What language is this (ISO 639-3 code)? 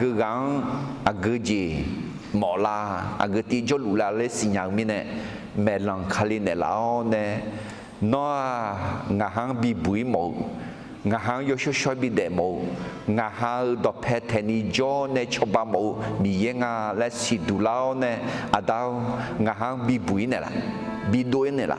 ahk